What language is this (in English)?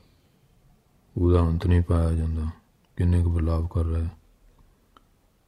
Punjabi